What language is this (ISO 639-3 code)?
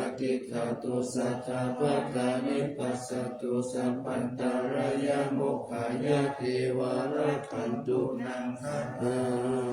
pli